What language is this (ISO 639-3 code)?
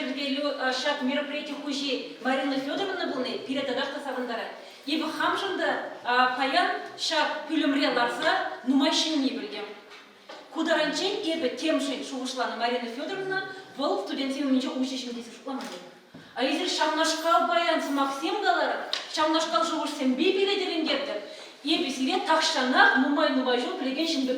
chv